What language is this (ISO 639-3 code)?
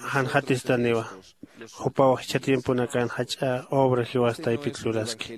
aym